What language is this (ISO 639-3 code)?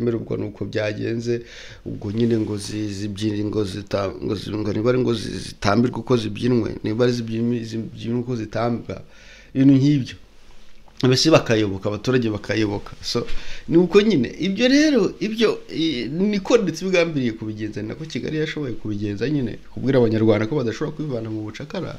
kin